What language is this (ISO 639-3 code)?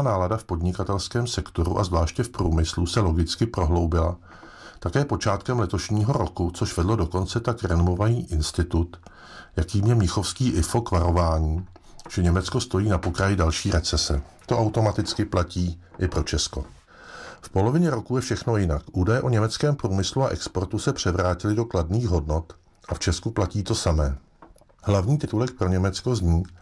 ces